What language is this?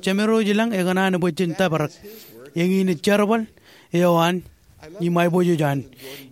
Marshallese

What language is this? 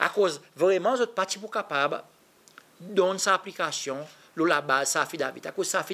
Seselwa Creole French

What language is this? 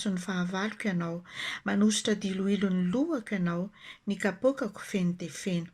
Malagasy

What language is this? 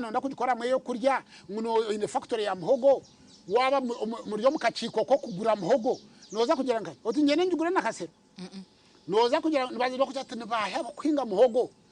Nyankole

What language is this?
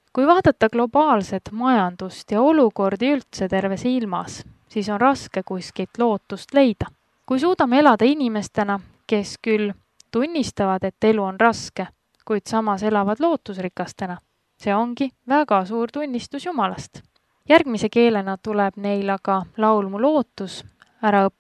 Estonian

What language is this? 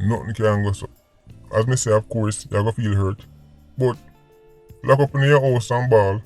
Jamaican Creole English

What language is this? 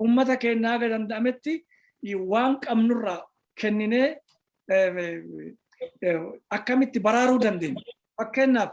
Oromo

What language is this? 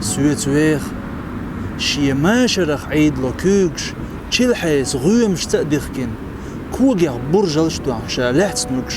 Chechen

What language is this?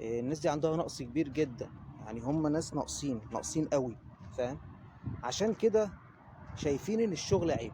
Egyptian Arabic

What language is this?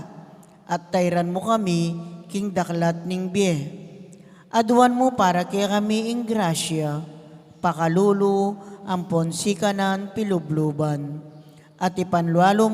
Pampanga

